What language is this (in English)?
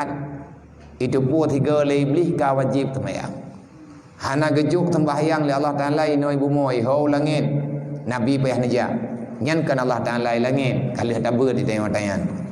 Achinese